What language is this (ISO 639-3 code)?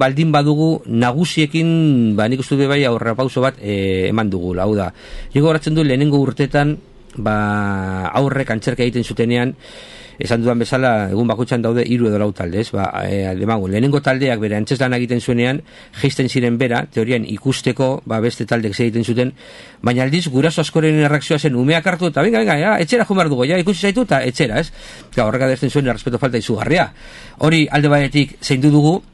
eus